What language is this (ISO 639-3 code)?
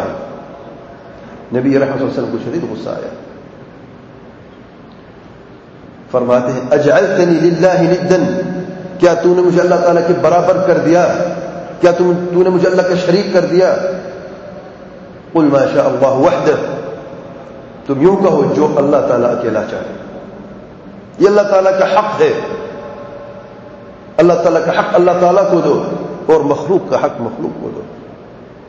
urd